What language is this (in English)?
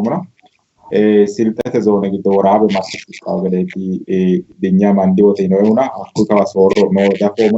Sidamo